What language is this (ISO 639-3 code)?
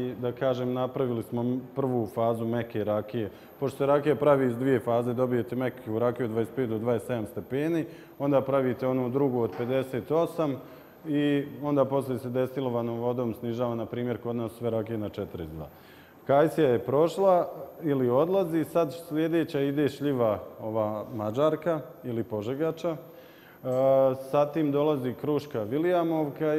bos